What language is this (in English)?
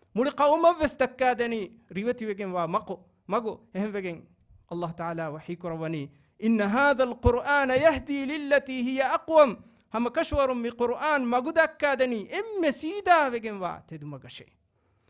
Divehi